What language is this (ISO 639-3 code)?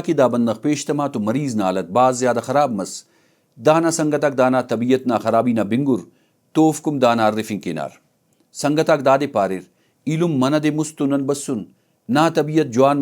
brh